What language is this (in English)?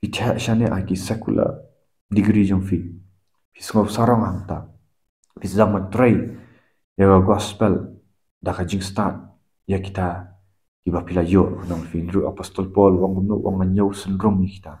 Khasi